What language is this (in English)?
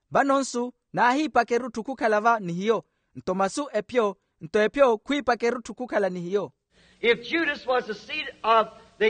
Makhuwa